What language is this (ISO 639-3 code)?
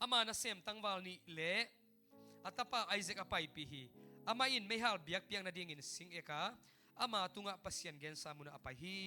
ctd